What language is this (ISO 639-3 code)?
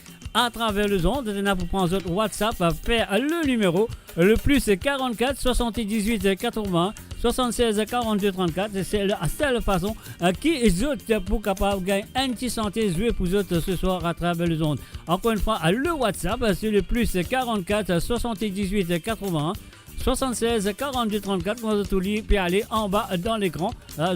mfe